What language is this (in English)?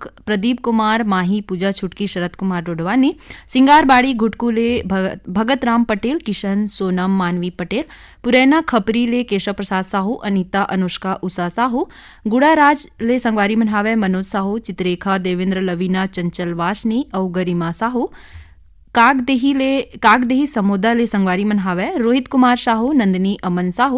Chhattisgarhi